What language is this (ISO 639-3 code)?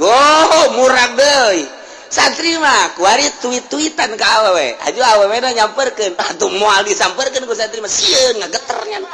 sun